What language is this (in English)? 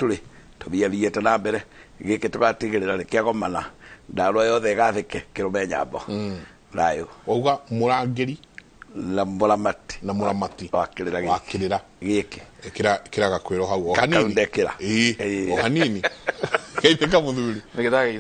Kikuyu